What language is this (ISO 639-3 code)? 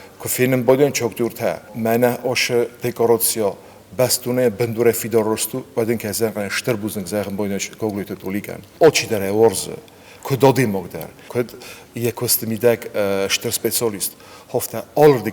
oss